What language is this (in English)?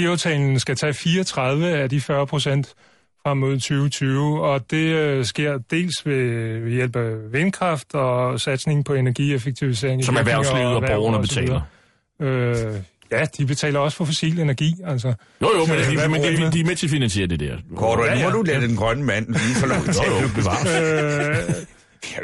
Danish